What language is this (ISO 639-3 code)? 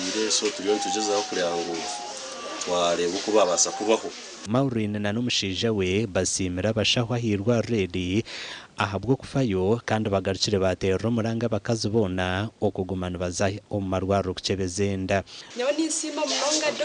nyn